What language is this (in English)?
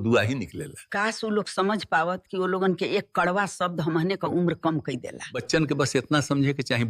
Bhojpuri